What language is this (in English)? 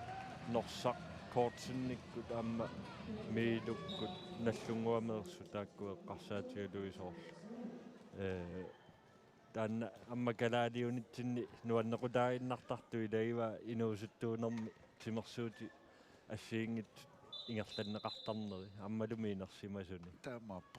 Kalaallisut